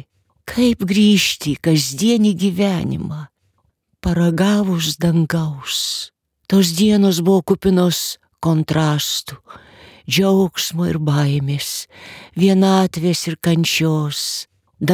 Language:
Lithuanian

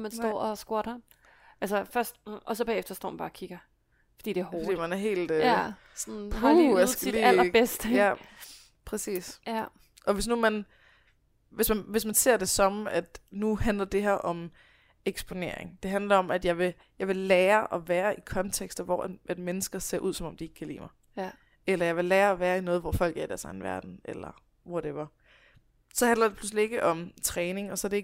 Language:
Danish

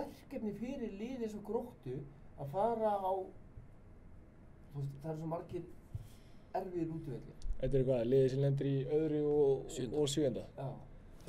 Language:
Icelandic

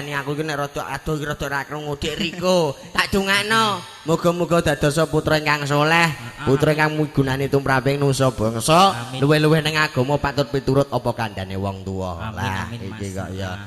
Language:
Javanese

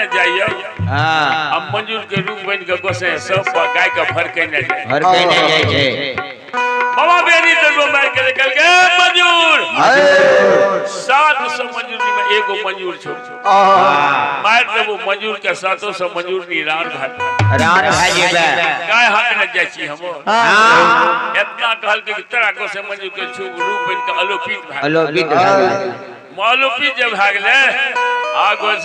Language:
Maithili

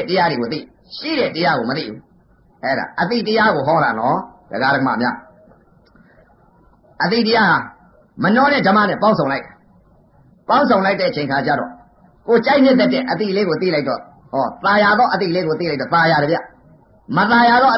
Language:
Burmese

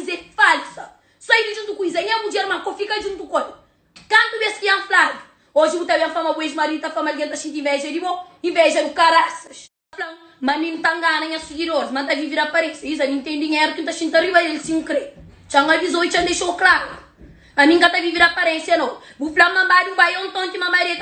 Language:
Kabuverdianu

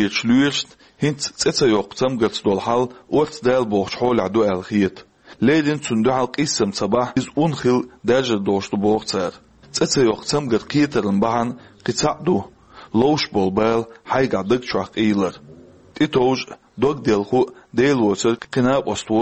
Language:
Chechen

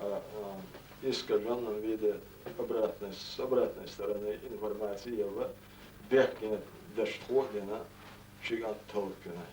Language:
Chechen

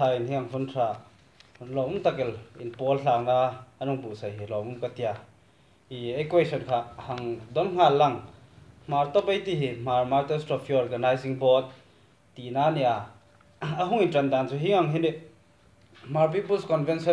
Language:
Hmar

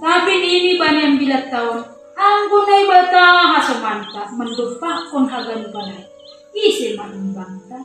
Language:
Batak Simalungun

